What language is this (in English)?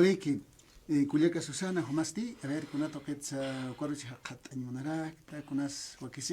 Aymara